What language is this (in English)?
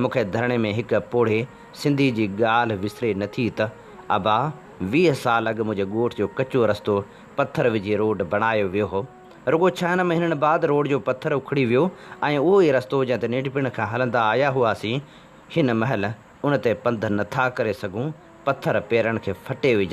Sindhi